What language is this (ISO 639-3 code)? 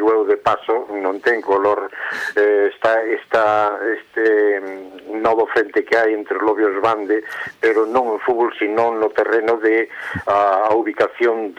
glg